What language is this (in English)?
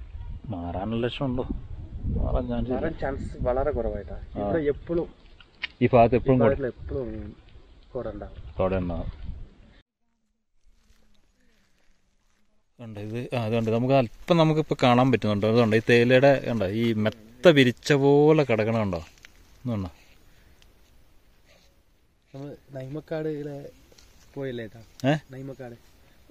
Malayalam